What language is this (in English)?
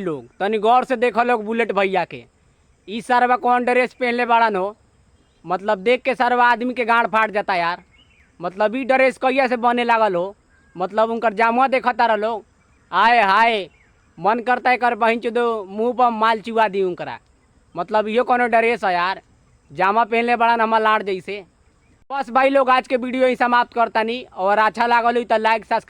Bhojpuri